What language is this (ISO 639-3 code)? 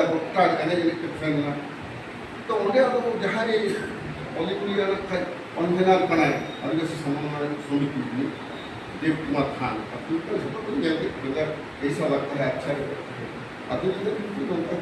sat